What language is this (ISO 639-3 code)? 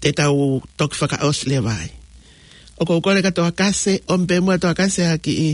ton